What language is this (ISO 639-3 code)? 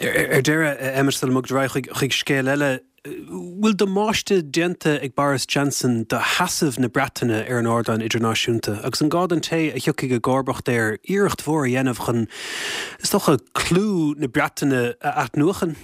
gle